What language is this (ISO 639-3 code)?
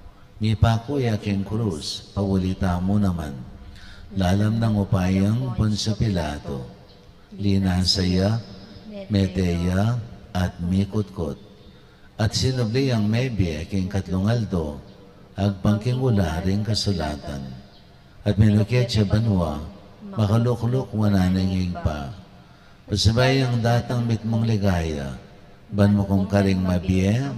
pam